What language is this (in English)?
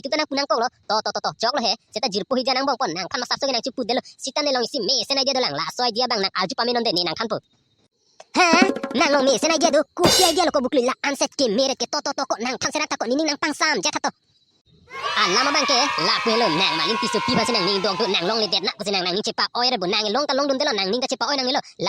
Karbi